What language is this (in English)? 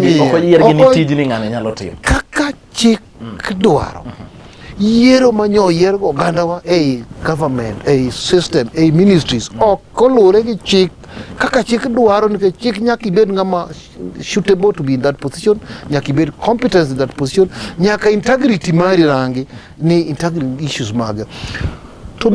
Luo (Kenya and Tanzania)